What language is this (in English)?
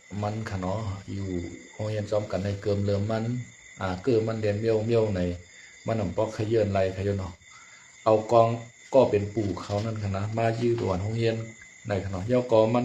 Shan